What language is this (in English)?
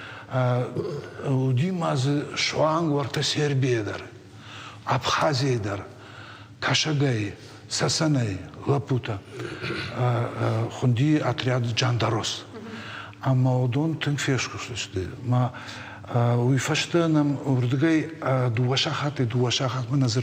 Ossetic